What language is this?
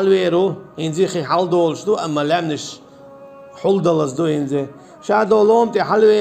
Chechen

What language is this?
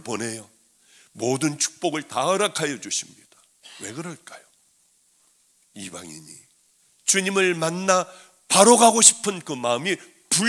Korean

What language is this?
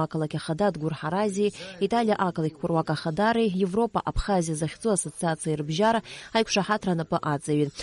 Abkhazian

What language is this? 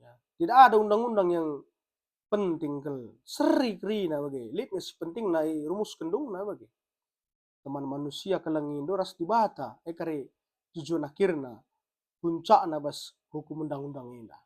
Batak Karo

